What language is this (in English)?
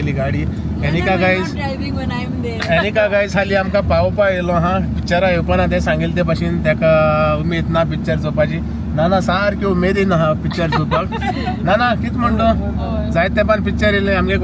Konkani